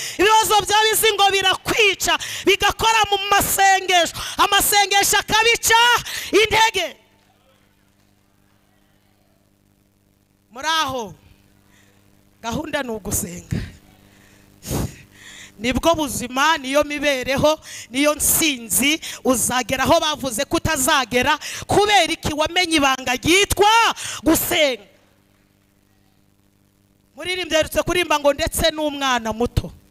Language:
Kinyarwanda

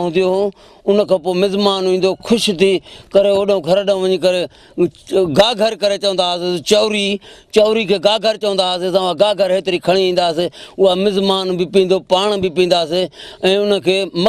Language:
Sindhi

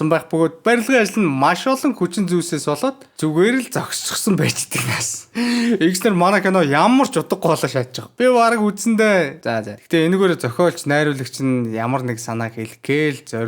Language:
Mongolian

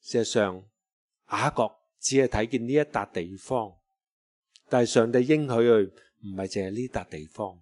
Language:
Cantonese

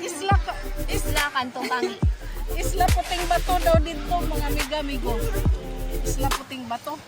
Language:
Cebuano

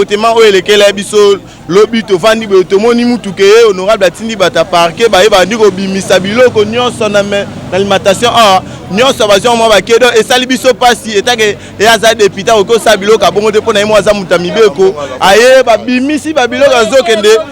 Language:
Lingala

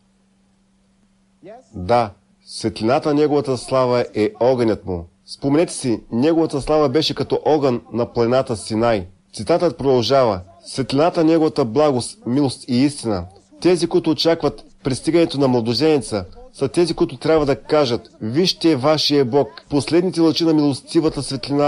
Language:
Bulgarian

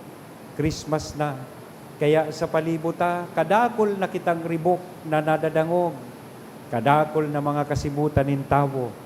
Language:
Bikol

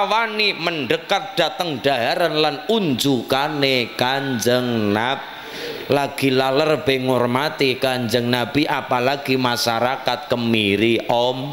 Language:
Javanese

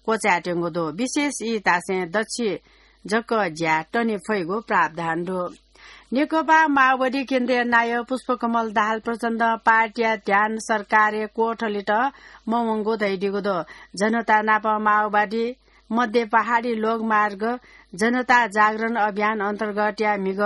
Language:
Newari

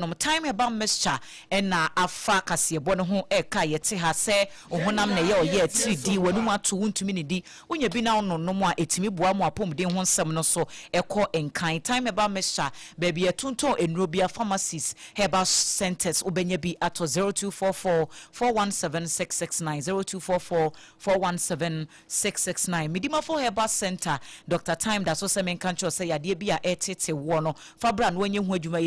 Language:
Akan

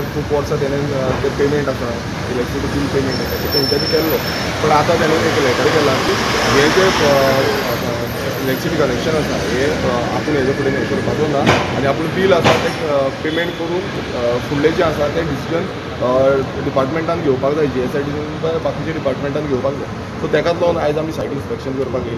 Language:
Konkani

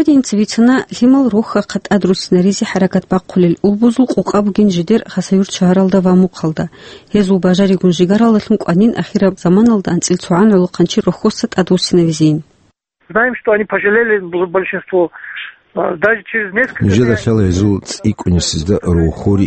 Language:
Avaric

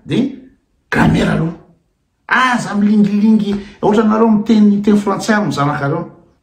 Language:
Malagasy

